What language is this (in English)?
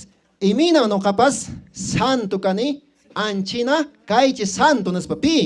Quechua